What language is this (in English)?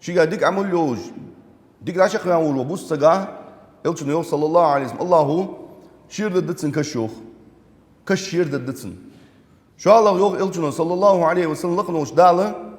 Ingush